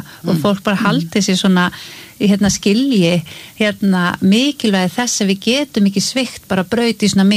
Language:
Icelandic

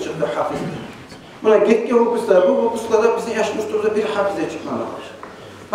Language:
Kumyk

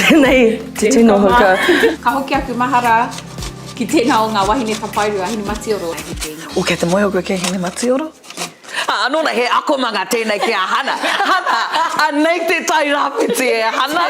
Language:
Māori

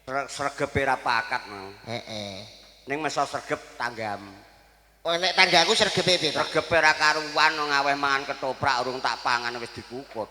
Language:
Javanese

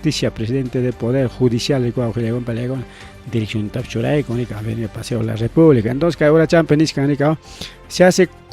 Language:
Ayacucho Quechua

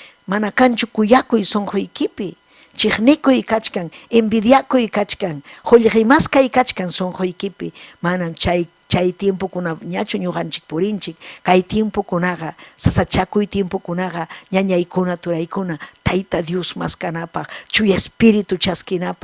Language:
Ayacucho Quechua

